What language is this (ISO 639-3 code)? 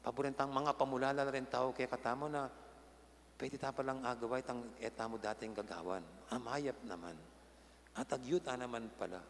pam